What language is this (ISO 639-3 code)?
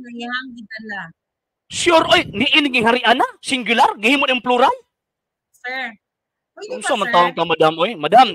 ceb